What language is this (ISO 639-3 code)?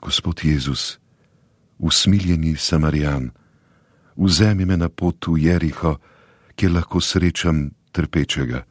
slv